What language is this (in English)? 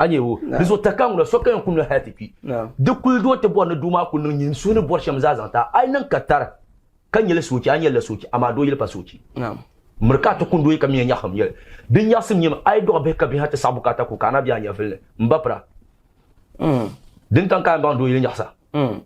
Dagbani